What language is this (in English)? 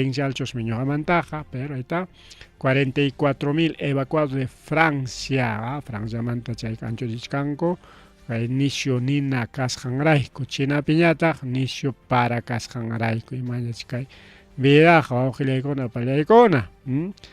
Ayacucho Quechua